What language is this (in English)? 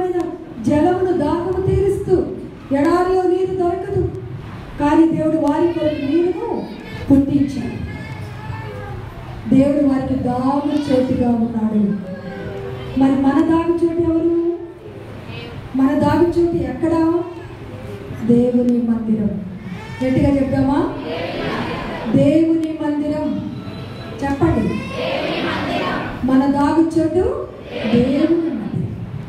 Telugu